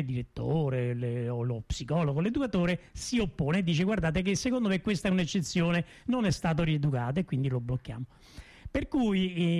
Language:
Italian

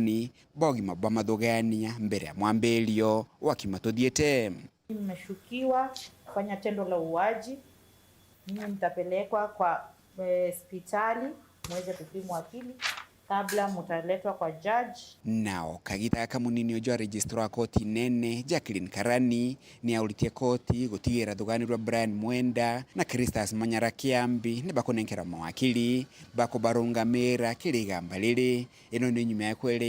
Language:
Meru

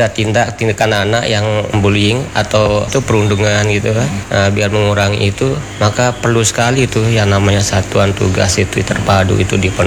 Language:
Indonesian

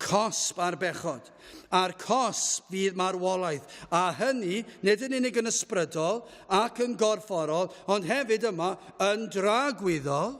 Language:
Welsh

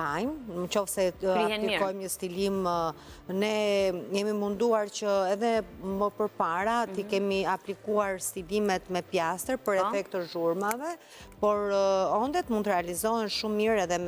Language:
Albanian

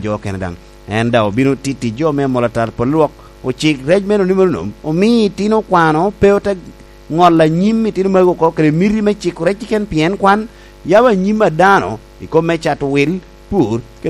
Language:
Lango (Uganda)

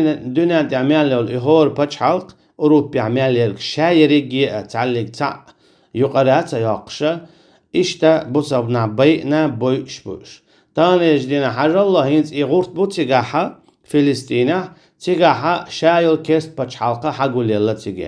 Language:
Chechen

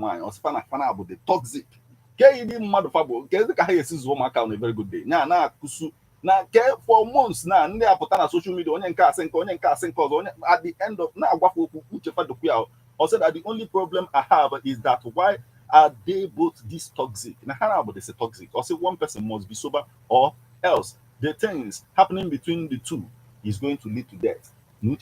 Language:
Igbo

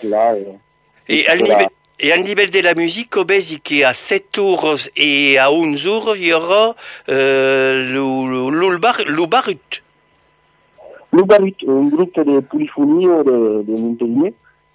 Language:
French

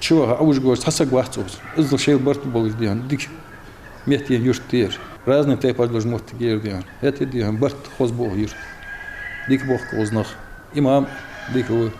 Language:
Ingush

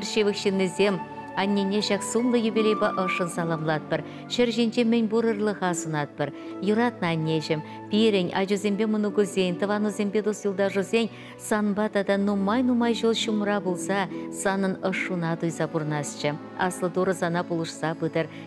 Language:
Chuvash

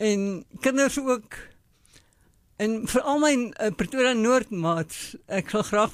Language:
Afrikaans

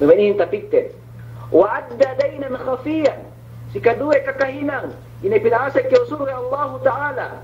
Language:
Yakan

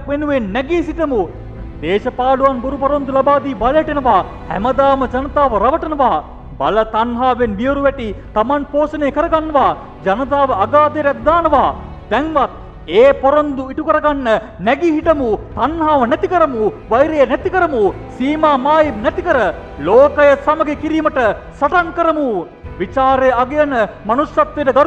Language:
Sinhala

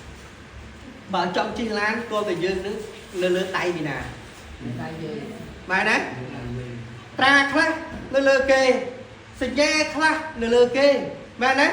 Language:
Khmer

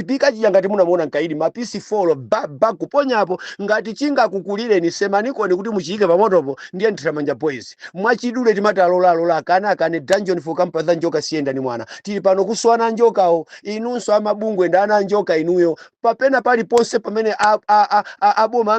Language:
Nyanja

